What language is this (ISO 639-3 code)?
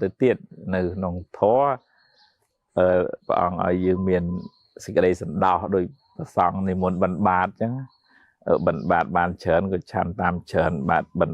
khm